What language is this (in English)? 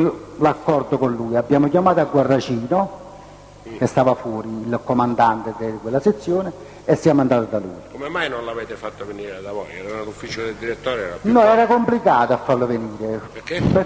Italian